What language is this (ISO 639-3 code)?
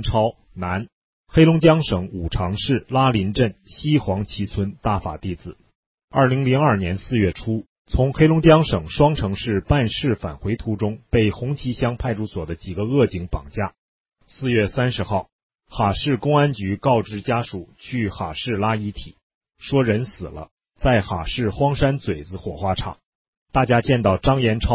zho